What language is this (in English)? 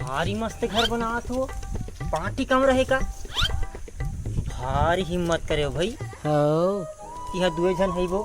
Chhattisgarhi